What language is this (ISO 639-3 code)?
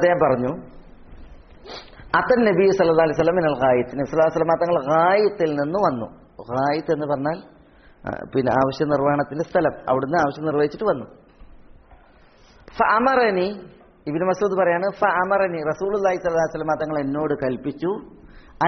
mal